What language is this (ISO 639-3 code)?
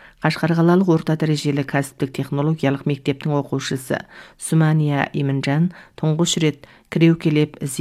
kaz